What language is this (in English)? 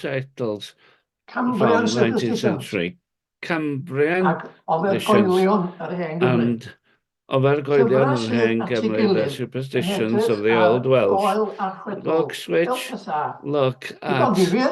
Welsh